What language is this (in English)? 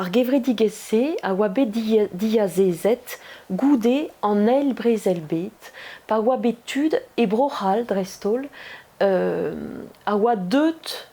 Breton